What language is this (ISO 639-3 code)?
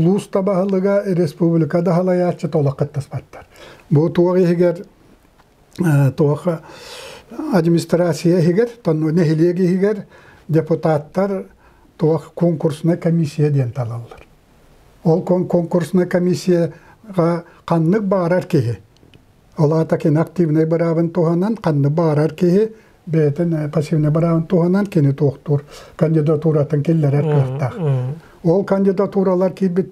sah